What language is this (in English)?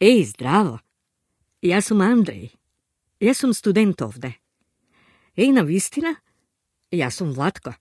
Macedonian